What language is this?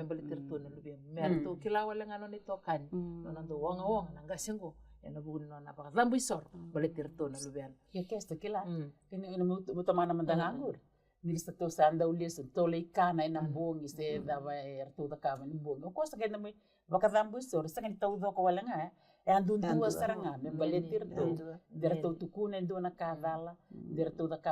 Fijian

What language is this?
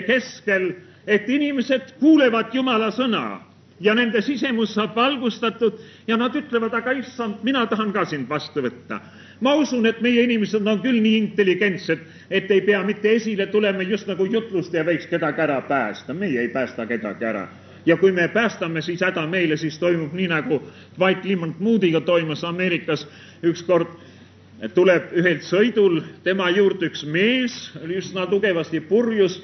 Estonian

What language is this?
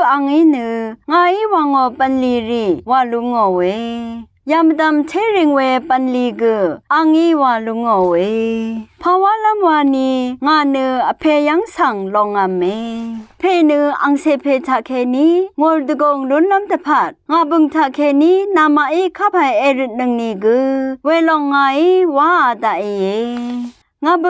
Rawang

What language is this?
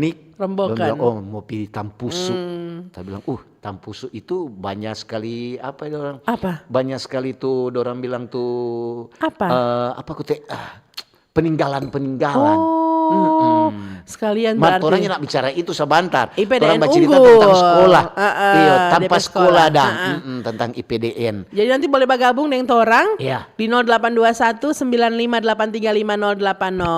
Manado Malay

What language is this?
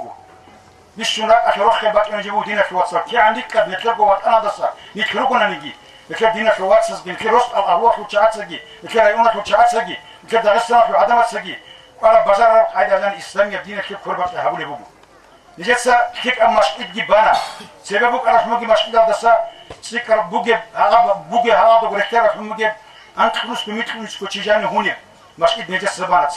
Avaric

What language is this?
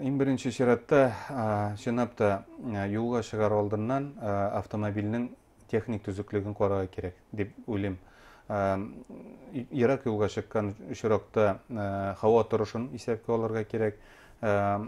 Bashkir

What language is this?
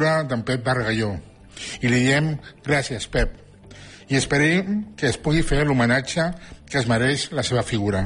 Catalan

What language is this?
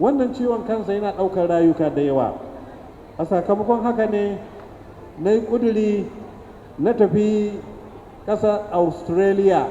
Hausa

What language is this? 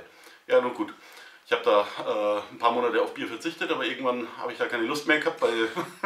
German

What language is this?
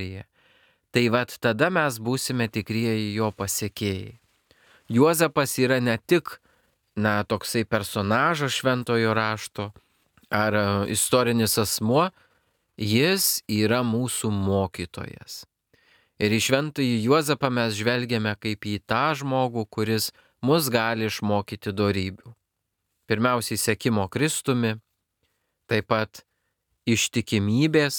Lithuanian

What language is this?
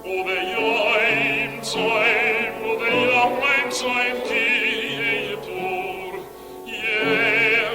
Yiddish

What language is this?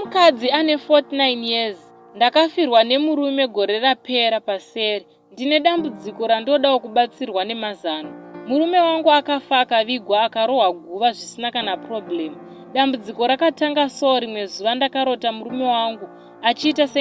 Shona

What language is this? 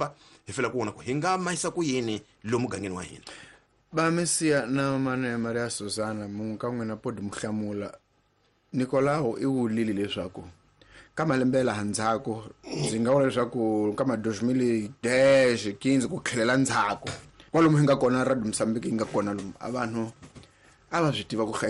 Tsonga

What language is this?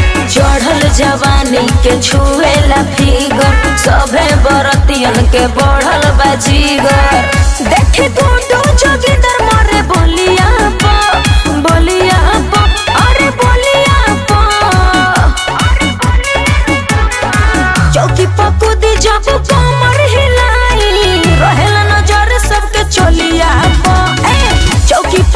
Bhojpuri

